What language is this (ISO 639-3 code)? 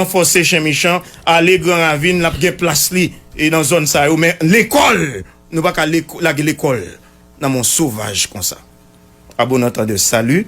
hat